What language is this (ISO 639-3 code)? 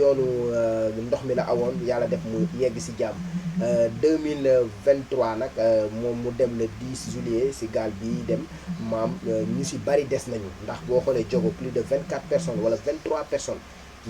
wol